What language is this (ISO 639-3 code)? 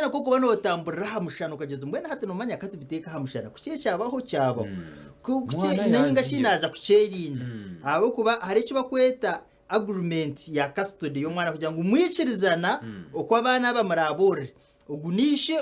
nyn